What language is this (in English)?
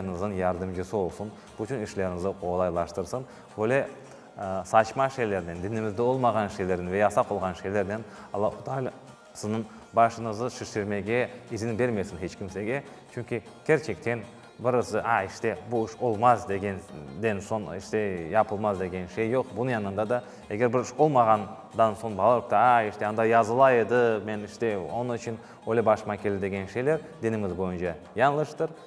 Crimean Tatar